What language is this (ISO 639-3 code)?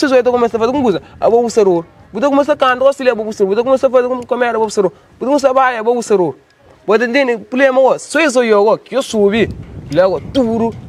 kea